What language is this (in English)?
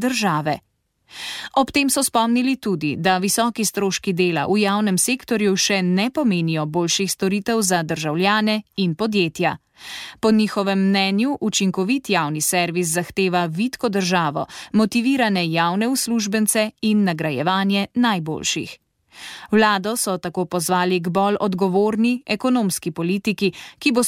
Slovenian